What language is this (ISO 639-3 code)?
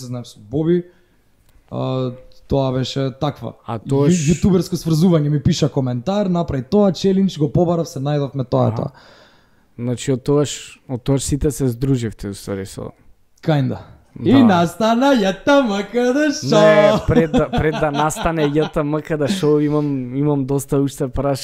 mkd